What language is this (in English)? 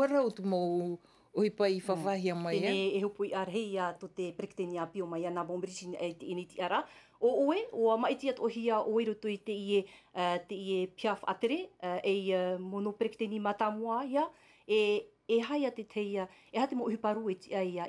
Tahitian